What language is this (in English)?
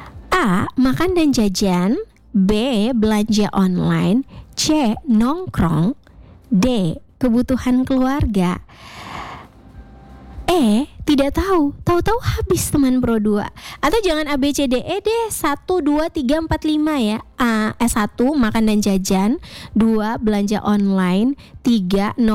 Indonesian